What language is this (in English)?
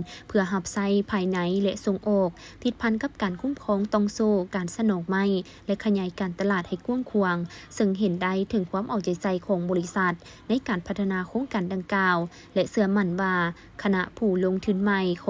Lao